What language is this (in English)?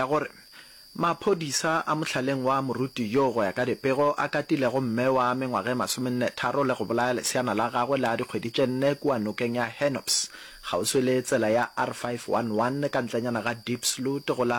Northern Sotho